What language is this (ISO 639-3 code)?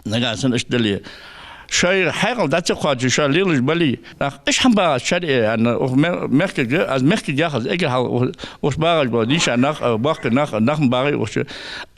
inh